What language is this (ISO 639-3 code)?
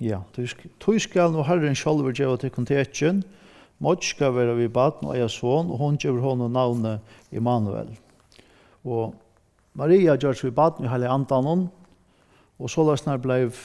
fao